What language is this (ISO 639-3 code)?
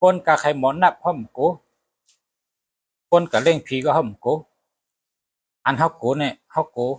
shn